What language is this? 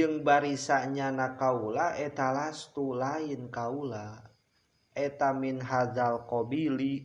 Sundanese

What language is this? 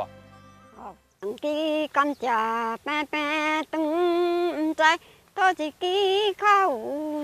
Min Nan Chinese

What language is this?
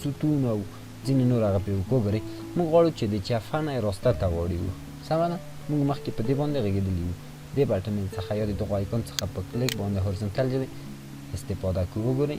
Pashto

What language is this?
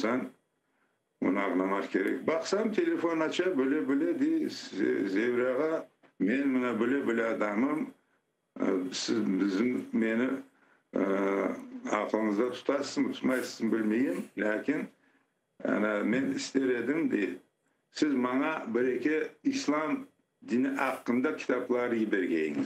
Crimean Tatar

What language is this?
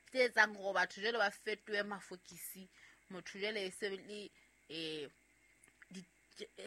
Southern Sotho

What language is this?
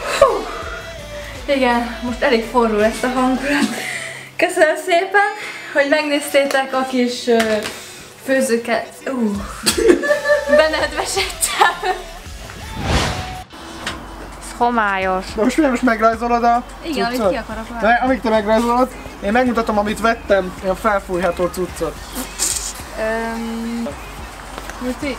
Hungarian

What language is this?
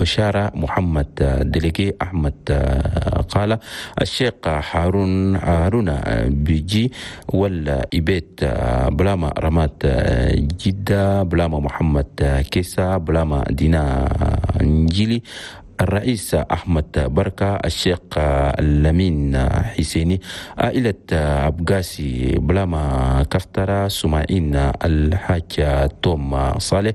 Chadian Arabic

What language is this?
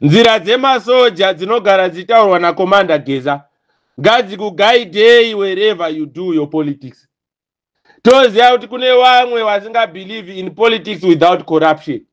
Shona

